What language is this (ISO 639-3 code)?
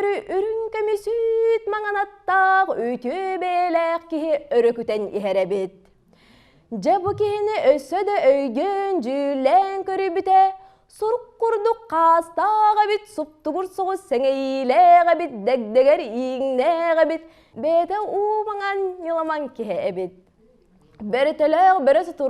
sah